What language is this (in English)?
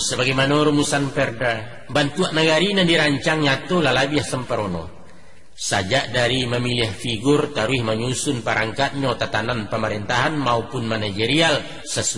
Minangkabau